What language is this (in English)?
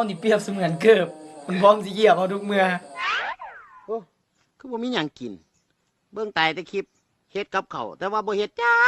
Lao